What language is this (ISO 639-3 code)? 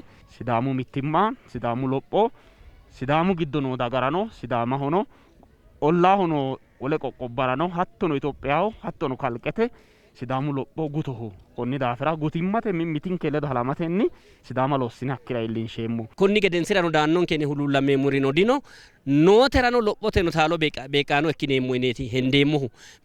sid